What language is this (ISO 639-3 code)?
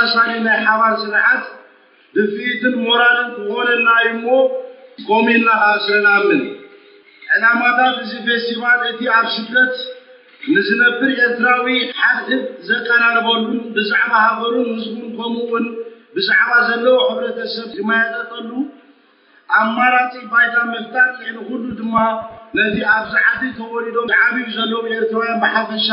tir